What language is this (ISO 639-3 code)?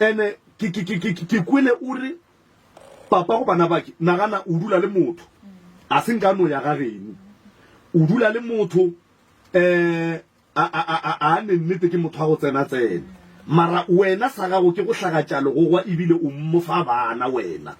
nso